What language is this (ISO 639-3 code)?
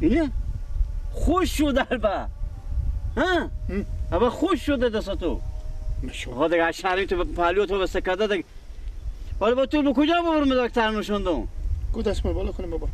fas